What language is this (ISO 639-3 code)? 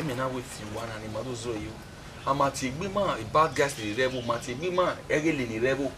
bin